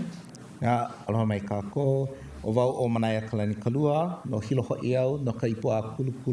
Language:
Hawaiian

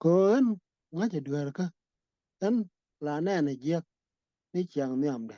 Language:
Nuer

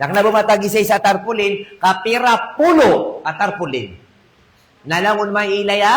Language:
Maranao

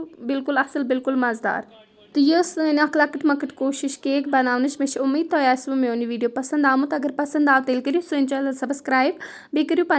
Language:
Kashmiri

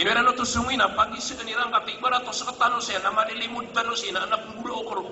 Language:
Maranao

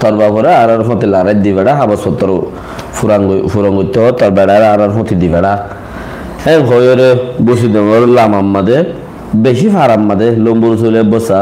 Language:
Rohingya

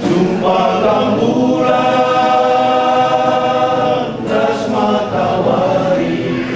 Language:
Batak Karo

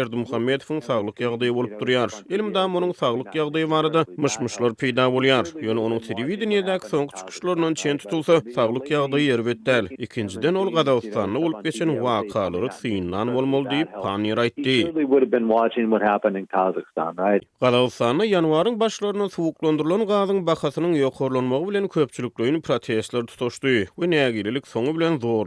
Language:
Turkmen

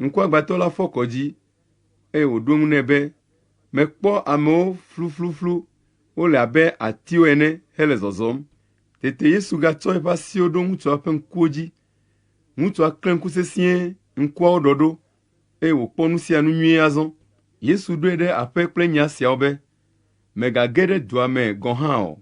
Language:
Ewe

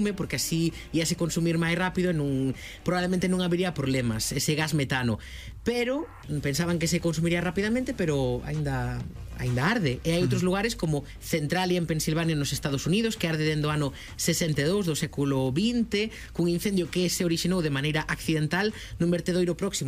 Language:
Galician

